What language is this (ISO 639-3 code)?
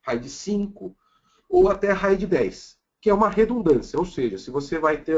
por